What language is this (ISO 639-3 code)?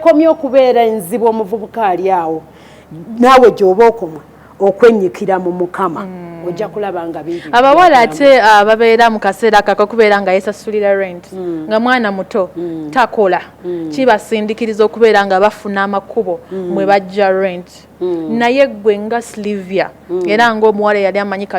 lug